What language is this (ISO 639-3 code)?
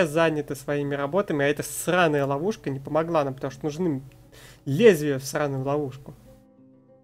rus